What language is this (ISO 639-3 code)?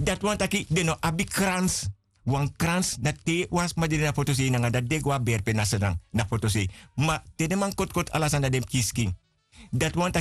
srn